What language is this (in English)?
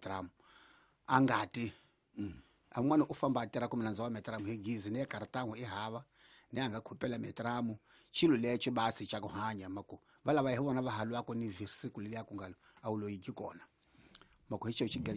Tsonga